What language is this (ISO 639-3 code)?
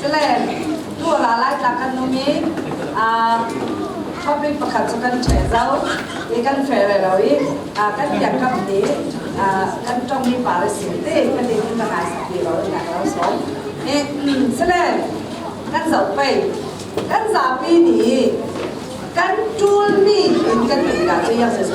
cfm